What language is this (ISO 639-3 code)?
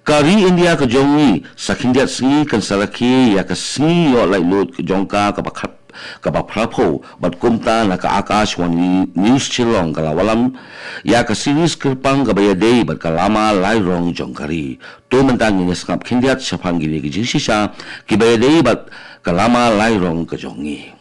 kha